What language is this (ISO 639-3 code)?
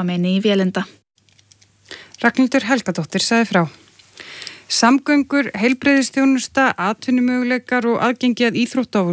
isl